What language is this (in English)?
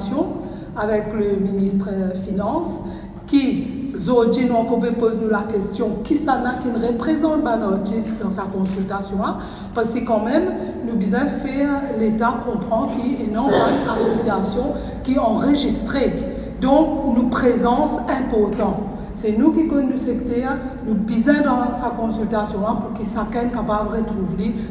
Morisyen